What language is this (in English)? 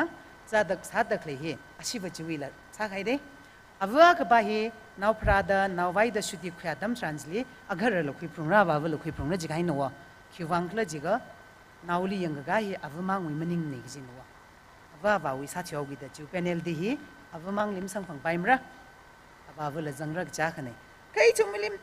Tangkhul Naga (India)